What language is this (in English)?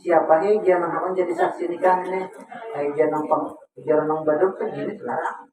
Banjar